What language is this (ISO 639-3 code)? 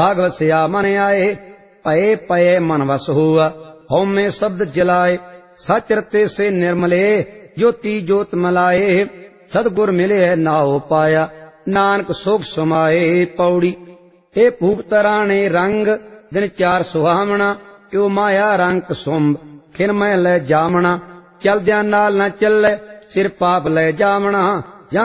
pan